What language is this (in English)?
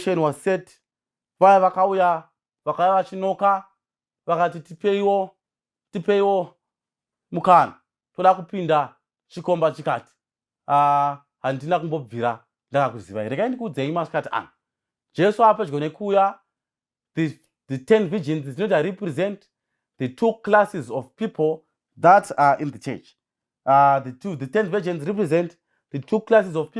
Shona